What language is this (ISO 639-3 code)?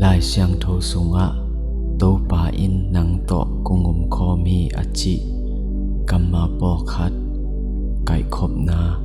ctd